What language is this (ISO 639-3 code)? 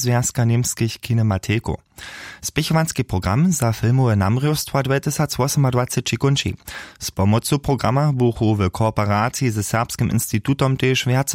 hsb